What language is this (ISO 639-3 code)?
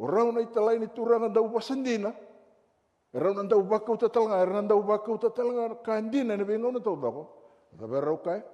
fij